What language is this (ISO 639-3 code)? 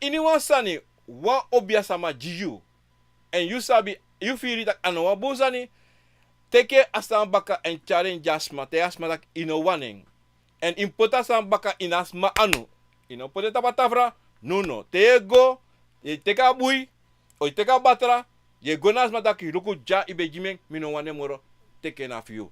srn